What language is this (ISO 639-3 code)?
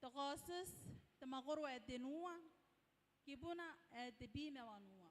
gil